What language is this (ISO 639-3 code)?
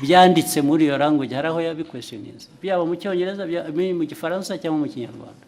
kin